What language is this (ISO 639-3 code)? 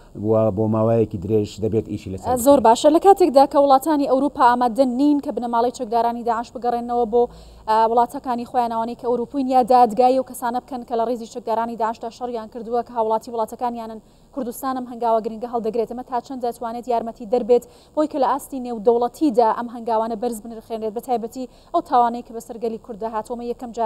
ckb